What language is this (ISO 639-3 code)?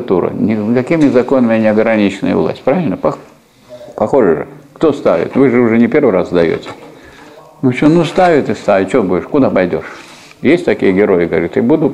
rus